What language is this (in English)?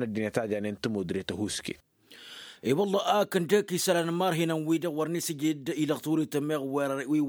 Tamasheq